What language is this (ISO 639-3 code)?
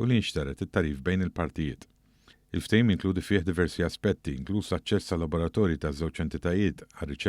mlt